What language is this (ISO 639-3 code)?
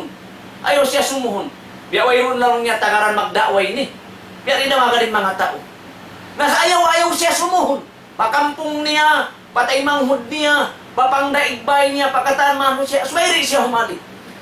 tsg